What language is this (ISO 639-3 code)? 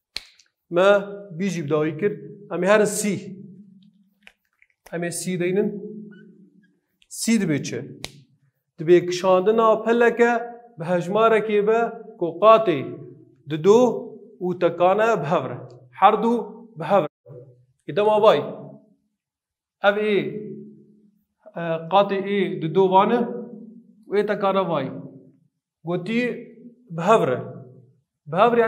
kur